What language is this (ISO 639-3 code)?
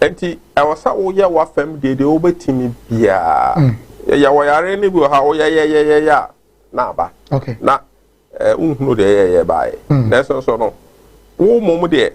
aka